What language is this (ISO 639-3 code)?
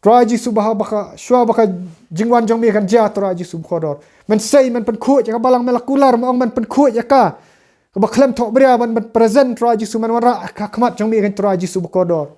kha